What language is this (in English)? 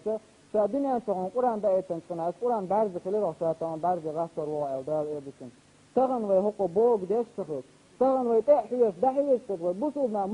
Chechen